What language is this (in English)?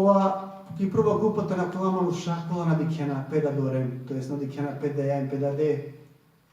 Balkan Romani